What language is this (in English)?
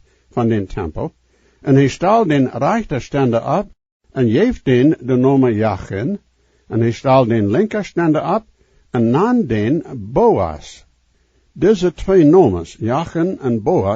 Plautdietsch